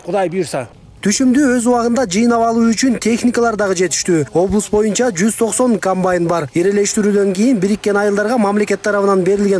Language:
Kyrgyz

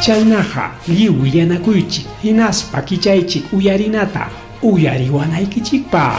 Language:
Ayacucho Quechua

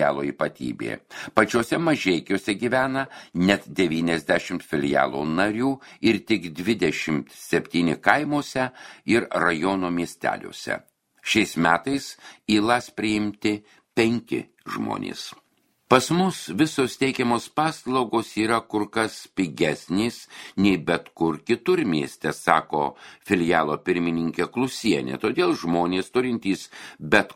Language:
Lithuanian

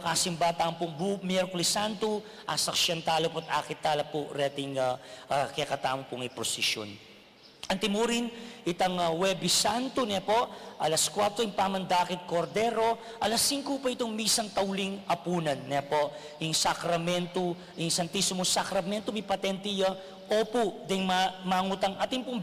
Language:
Pampanga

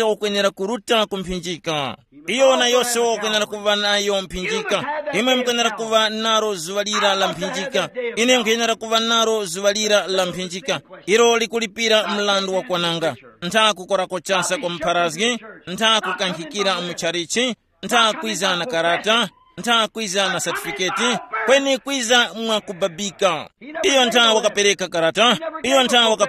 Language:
Tumbuka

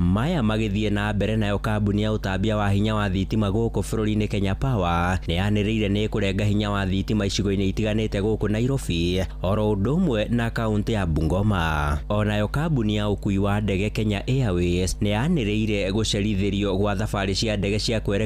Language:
Kikuyu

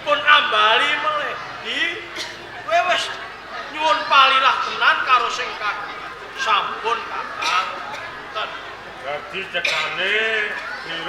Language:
Javanese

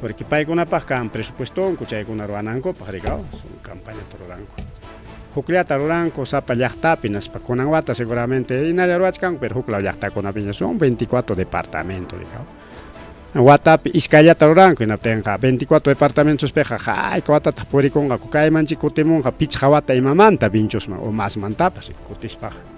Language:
Ayacucho Quechua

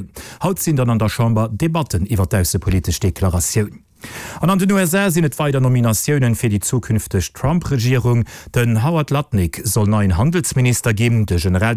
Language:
Luxembourgish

